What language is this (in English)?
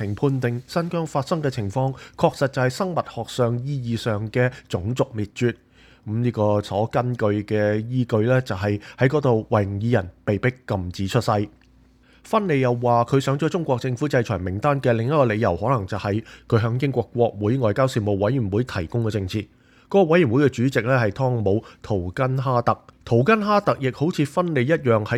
Cantonese